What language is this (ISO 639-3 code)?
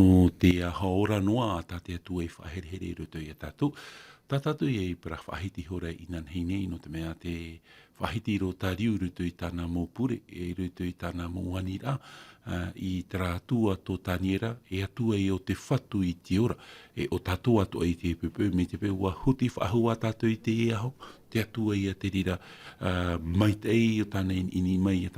tah